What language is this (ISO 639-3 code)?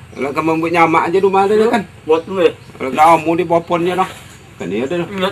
min